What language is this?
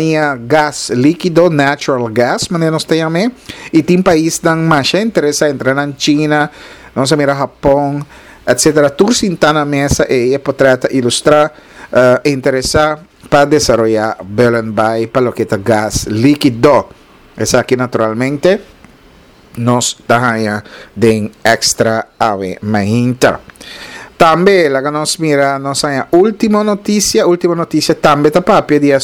Papiamento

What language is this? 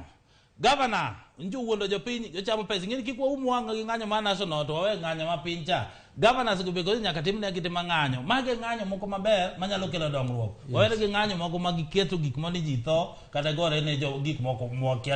Luo (Kenya and Tanzania)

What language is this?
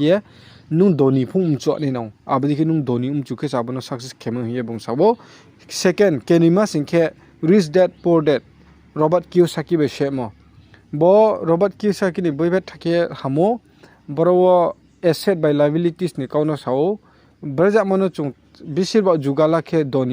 Riang (India)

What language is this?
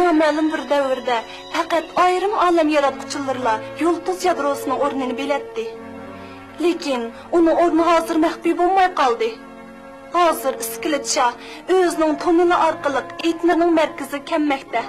Uyghur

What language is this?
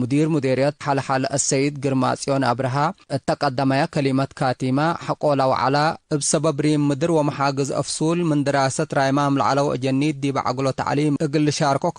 Tigre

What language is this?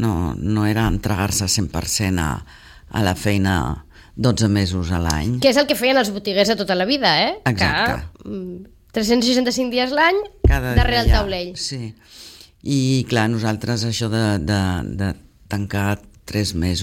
Catalan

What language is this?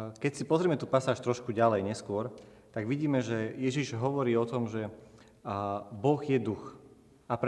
Slovak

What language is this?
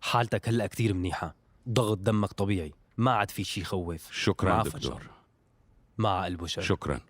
North Levantine Arabic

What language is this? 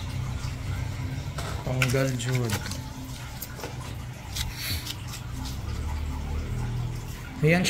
Filipino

